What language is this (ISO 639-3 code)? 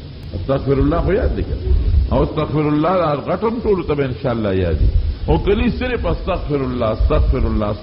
pus